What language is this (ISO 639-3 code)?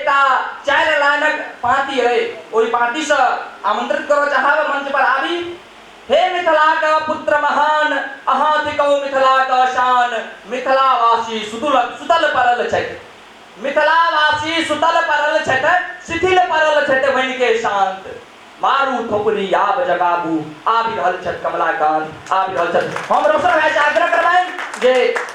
mai